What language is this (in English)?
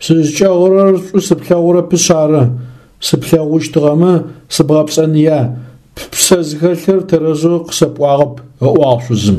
Adyghe